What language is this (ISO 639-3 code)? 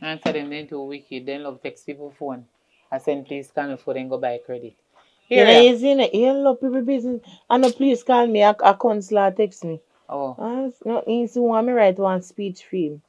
jam